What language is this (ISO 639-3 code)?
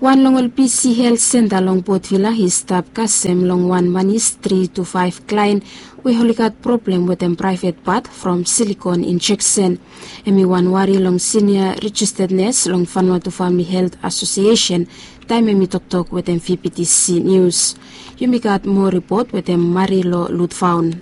bis